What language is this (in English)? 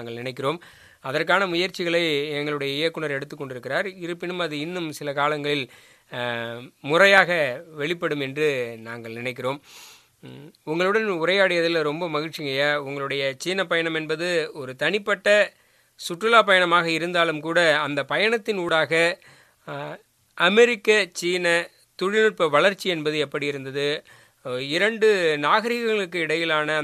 Tamil